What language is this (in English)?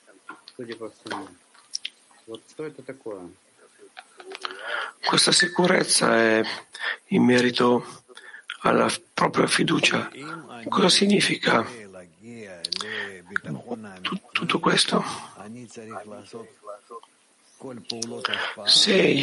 Italian